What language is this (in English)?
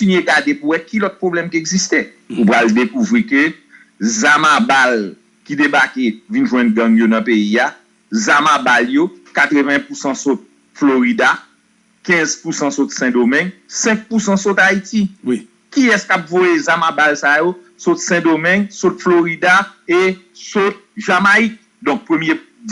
Haitian Creole